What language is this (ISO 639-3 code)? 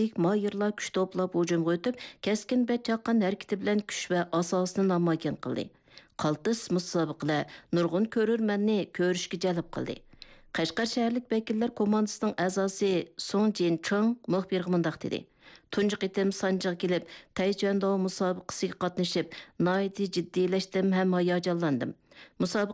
uig